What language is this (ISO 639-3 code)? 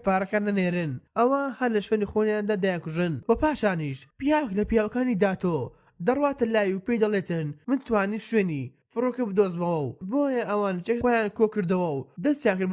ckb